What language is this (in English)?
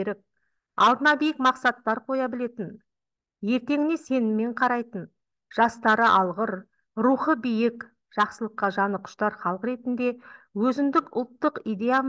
Kazakh